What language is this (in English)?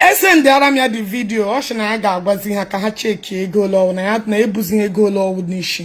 Igbo